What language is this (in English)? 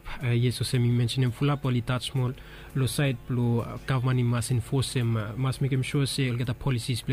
Bislama